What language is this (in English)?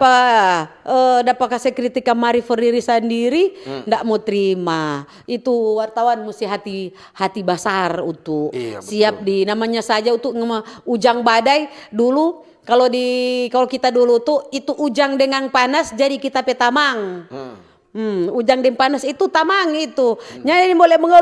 Manado Malay